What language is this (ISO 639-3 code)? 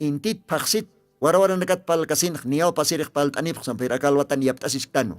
aym